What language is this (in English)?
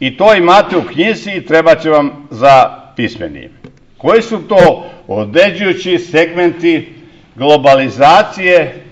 Serbian